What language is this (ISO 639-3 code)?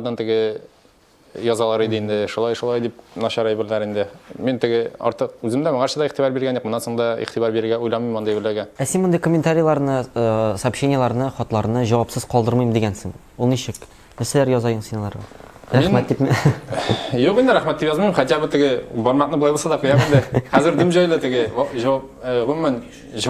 tat